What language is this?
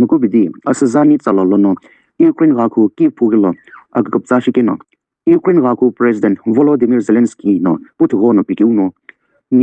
Sumi Naga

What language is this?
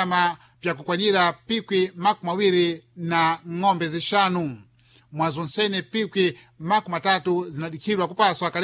Sena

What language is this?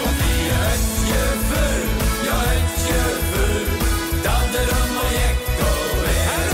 Limburgish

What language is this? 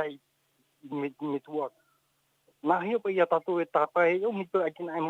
Tahitian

